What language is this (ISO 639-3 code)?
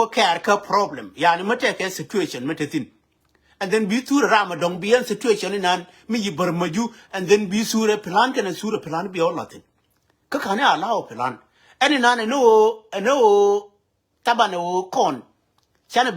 nus